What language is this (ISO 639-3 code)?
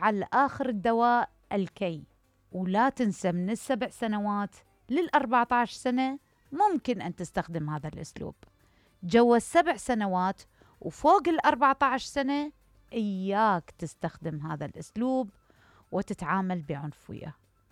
acm